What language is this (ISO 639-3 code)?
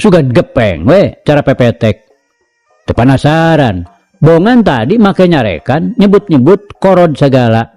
sun